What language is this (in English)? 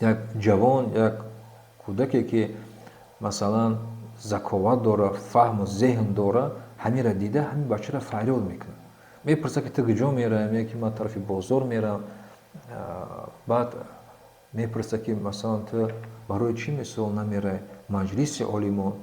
Tajik